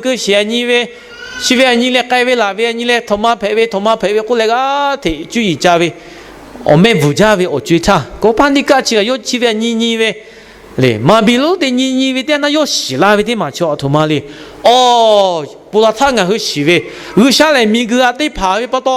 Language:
Lahu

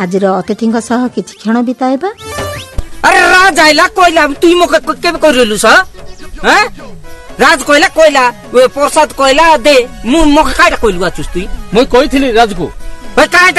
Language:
Odia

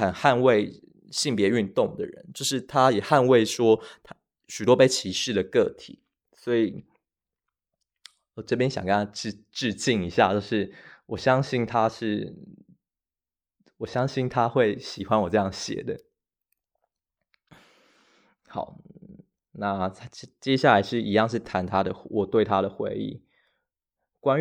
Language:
Chinese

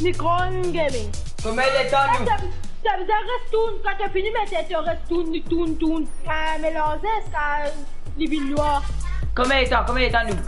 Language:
Morisyen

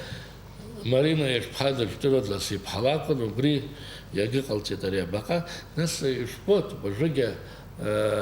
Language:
Abkhazian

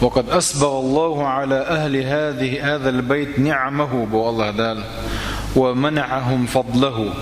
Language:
Chechen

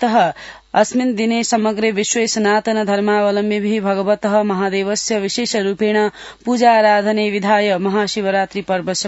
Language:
Sanskrit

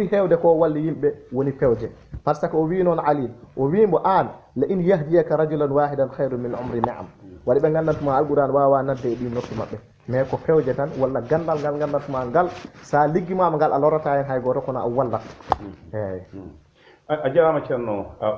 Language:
Fula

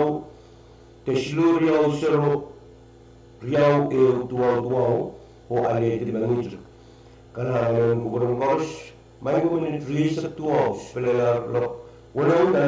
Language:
Pohnpeian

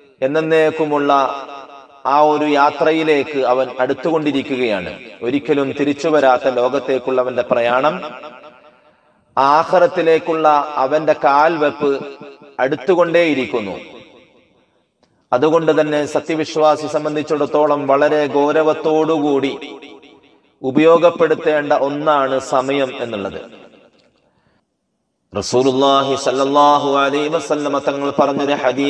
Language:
Malayalam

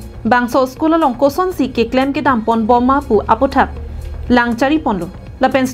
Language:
Karbi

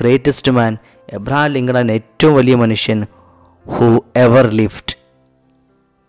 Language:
Malayalam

